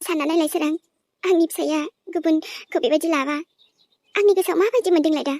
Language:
Bodo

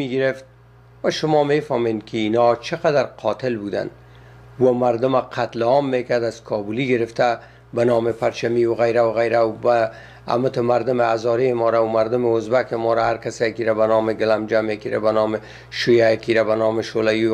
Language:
Persian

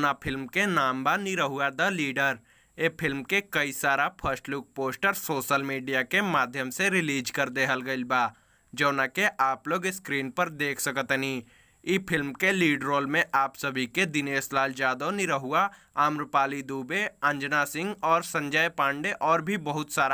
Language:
Bhojpuri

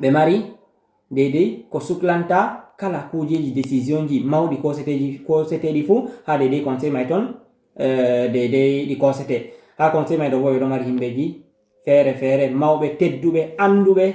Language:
Fula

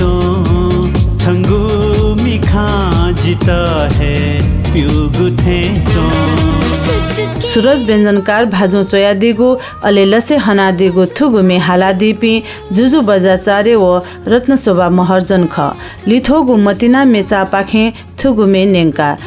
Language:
Newari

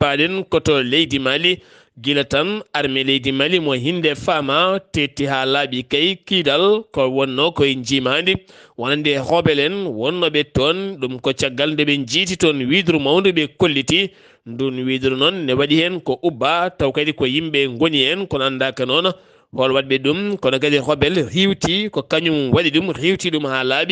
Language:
Fula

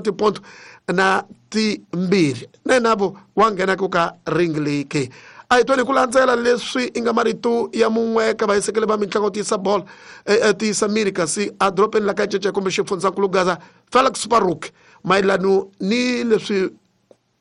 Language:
Tsonga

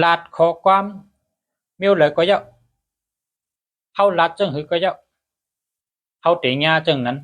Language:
Shan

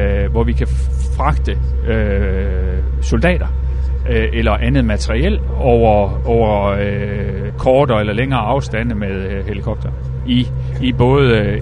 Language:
Danish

